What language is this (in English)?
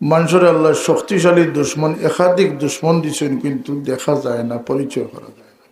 Sylheti